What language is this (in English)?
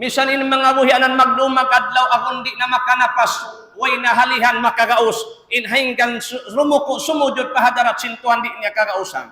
Tausug